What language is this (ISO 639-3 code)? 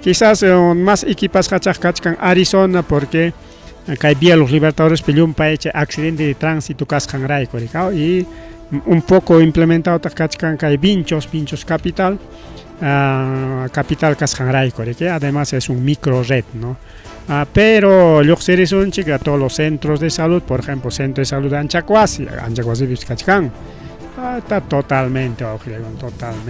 quy